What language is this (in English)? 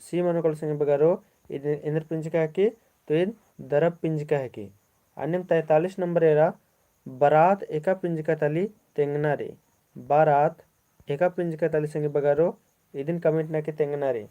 Kurukh